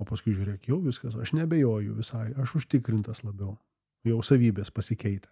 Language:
Lithuanian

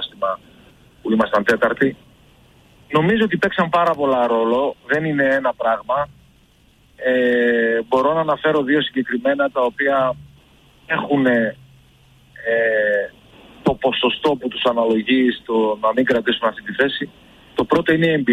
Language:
Greek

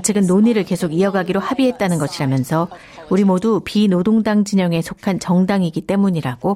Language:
Korean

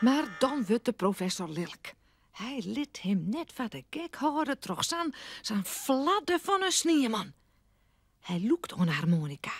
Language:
Western Frisian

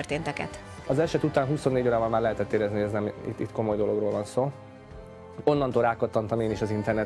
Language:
Hungarian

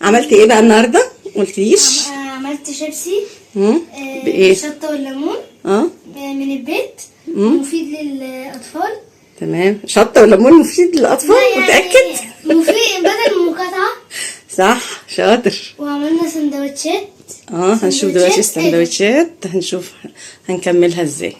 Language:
Egyptian Arabic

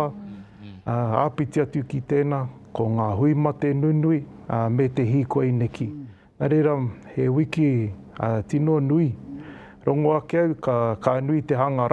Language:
Māori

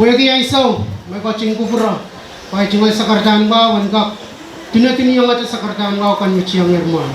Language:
Pohnpeian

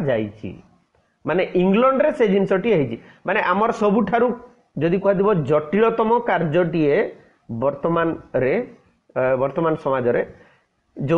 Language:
Odia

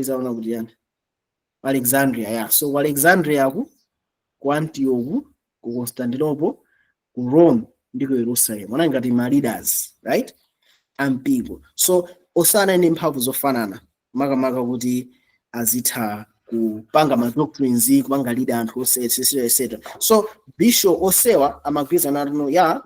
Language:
Nyanja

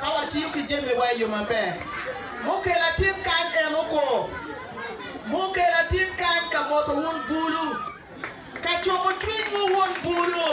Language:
Acoli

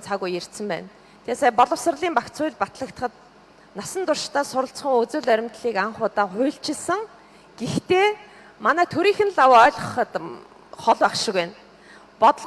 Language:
Mongolian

